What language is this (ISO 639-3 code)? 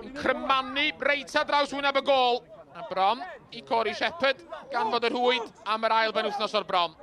cym